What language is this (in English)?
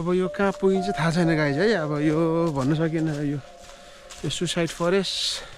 Nepali